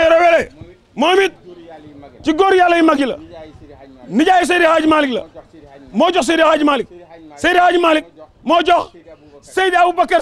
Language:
Wolof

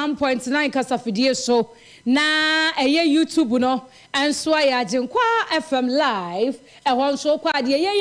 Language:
Akan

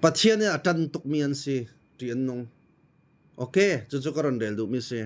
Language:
Falam Chin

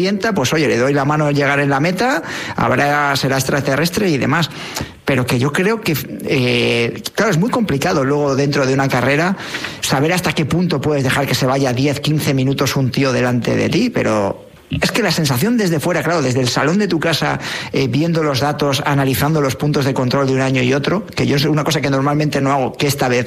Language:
Spanish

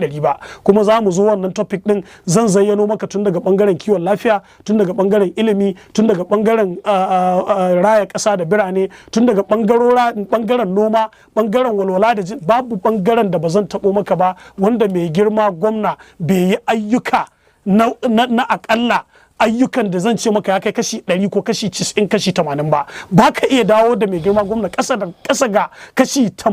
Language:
Hausa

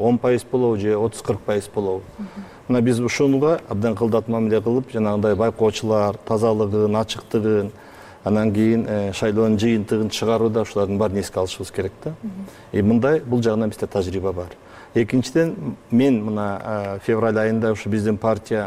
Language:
Kyrgyz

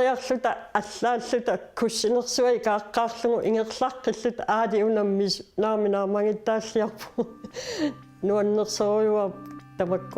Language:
Kalaallisut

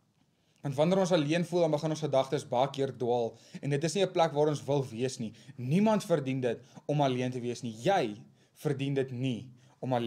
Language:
Afrikaans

